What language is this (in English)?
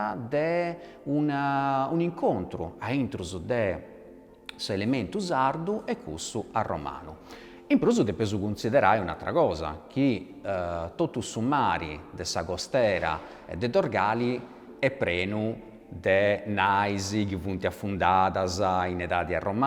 Sardinian